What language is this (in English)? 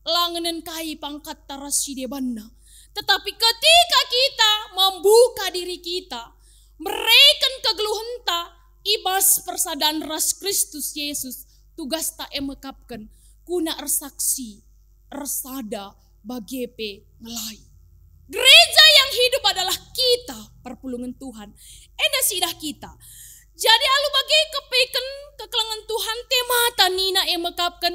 Batak Karo